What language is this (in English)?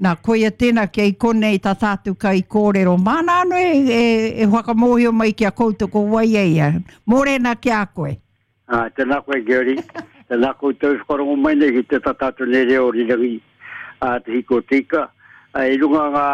Māori